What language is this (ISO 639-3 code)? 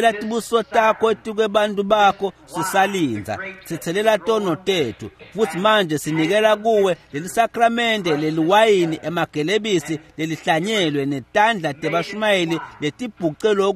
ssw